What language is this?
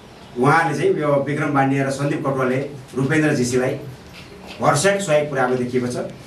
Nepali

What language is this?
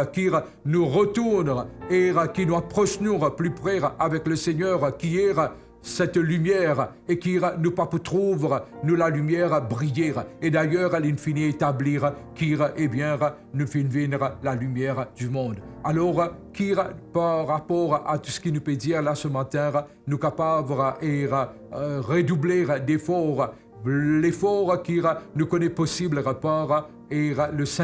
Morisyen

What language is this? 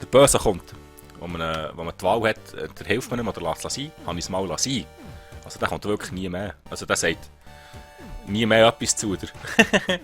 Swiss German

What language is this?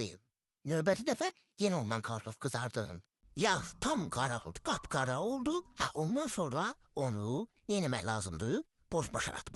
Azerbaijani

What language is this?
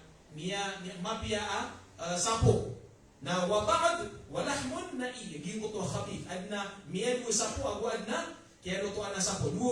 Maranao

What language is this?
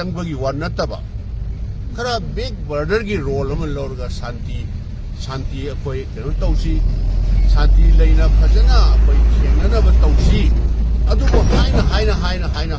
Manipuri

